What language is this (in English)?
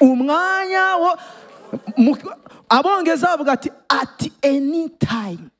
Rundi